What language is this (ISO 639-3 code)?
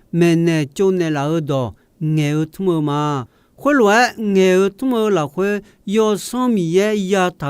ahk